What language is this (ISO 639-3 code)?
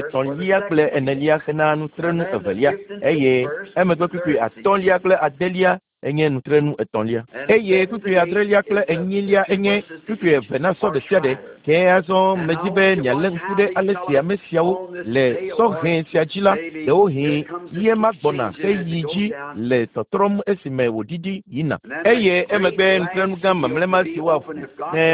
ewe